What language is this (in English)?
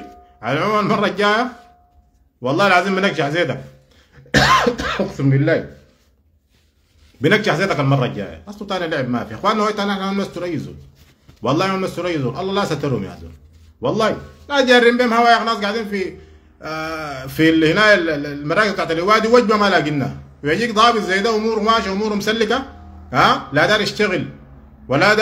Sudanese Arabic